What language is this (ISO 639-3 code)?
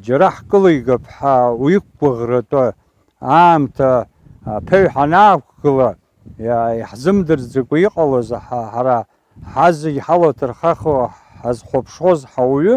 abk